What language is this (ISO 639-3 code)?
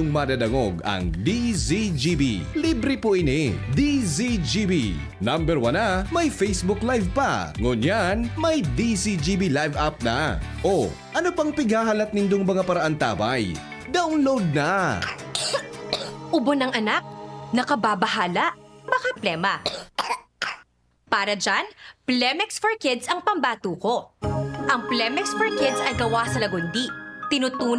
bik